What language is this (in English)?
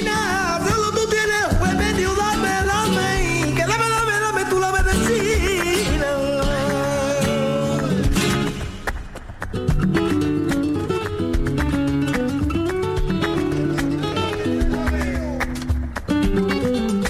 Spanish